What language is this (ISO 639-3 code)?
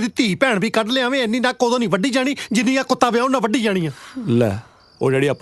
pan